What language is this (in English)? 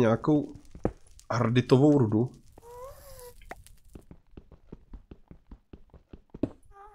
Czech